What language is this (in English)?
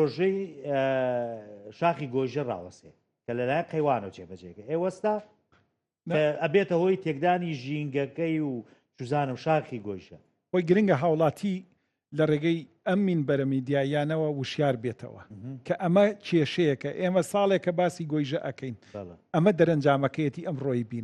Central Kurdish